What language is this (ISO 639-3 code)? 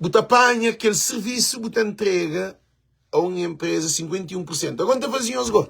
kea